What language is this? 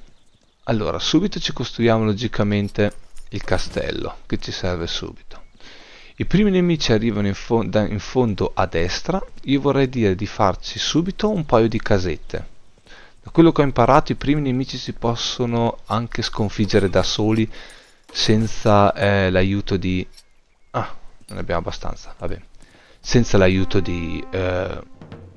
Italian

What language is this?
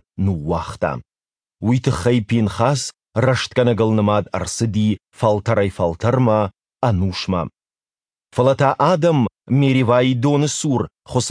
Ossetic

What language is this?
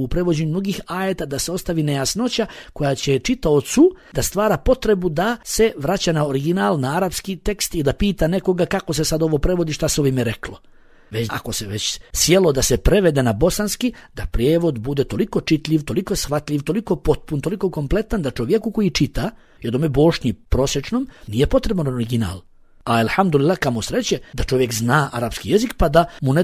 Bosnian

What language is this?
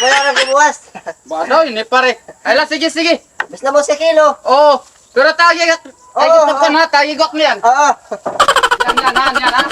Waray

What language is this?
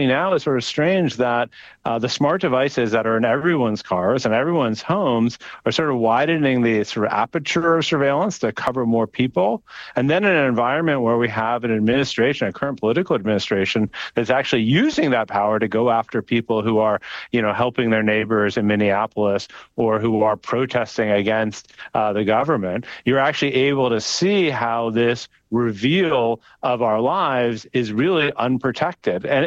English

